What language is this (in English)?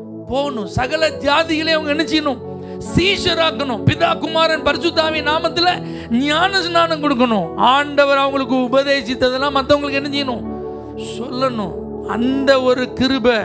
Tamil